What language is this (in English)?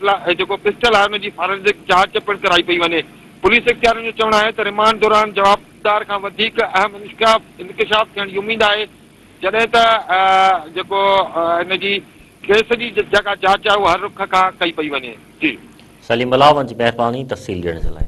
Sindhi